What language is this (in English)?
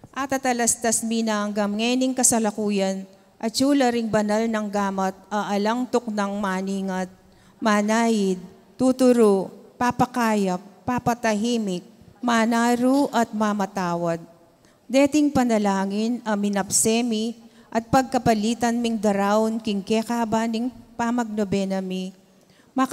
Pampanga